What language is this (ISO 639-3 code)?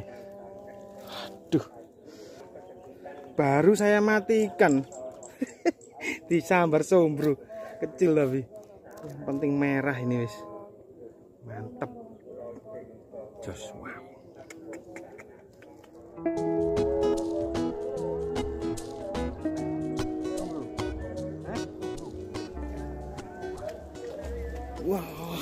ind